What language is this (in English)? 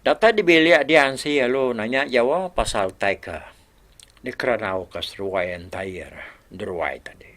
Iban